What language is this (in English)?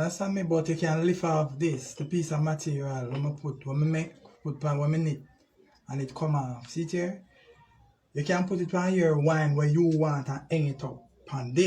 Jamaican Creole English